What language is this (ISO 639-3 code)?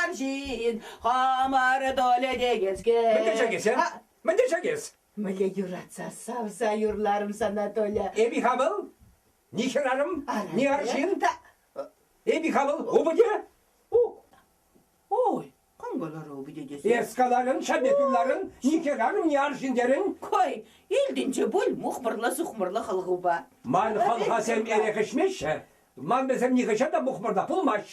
chv